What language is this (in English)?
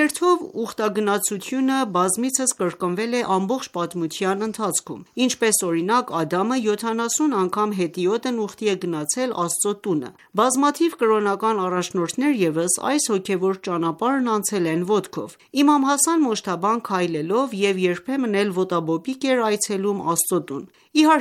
Armenian